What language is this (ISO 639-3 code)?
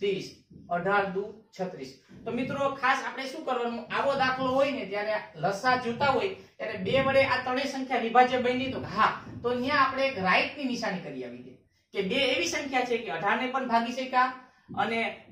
guj